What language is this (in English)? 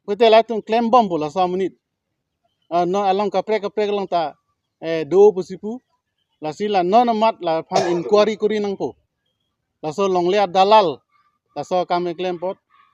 Karbi